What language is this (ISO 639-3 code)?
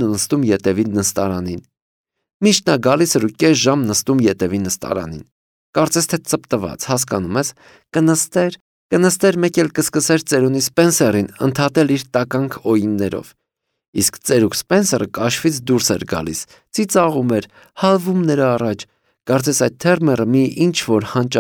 hye